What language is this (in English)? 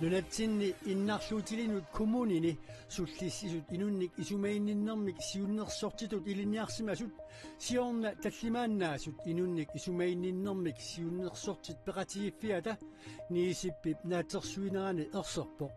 Kalaallisut